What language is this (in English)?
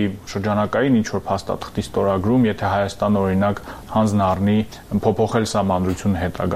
Armenian